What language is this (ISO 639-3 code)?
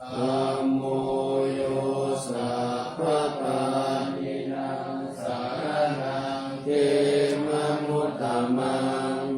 pli